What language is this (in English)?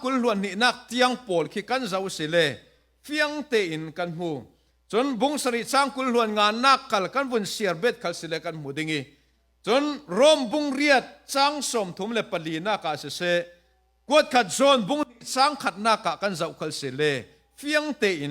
Falam Chin